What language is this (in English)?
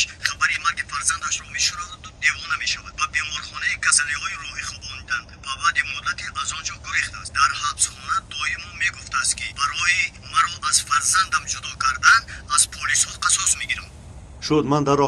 Tajik